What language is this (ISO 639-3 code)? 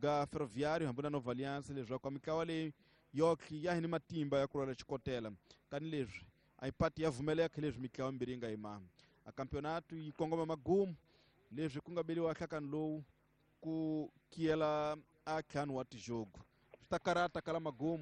tso